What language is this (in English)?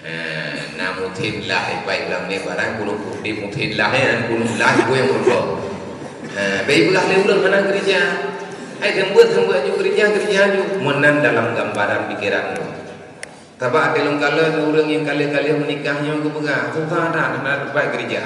Achinese